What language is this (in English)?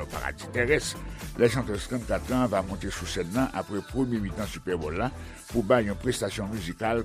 Haitian Creole